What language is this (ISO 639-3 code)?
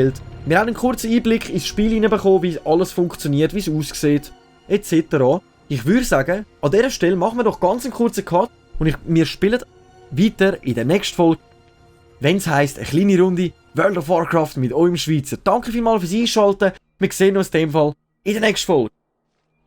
gsw